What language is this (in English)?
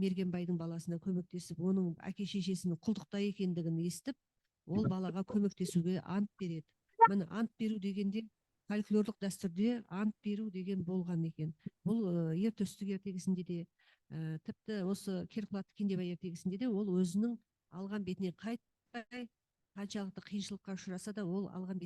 Kazakh